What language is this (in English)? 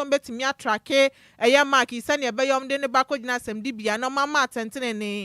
Akan